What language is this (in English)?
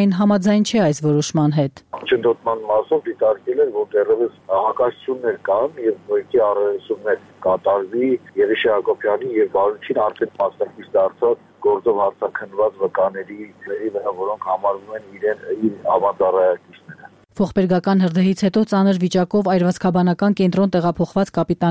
Armenian